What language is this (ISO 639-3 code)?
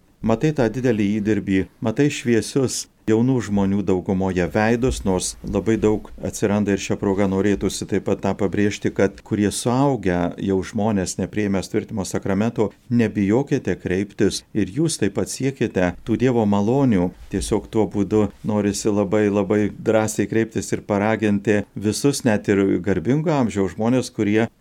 lit